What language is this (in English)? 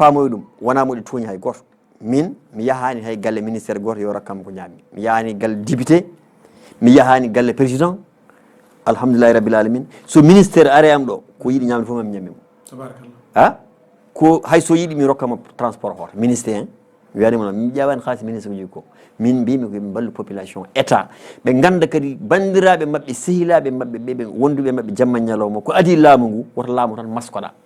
Fula